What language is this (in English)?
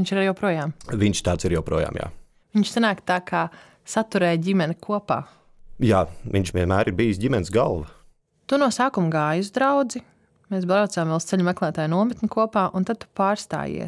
Latvian